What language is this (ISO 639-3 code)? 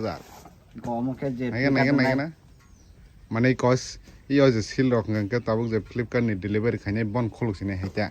trp